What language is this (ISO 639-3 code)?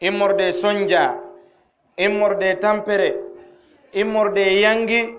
ful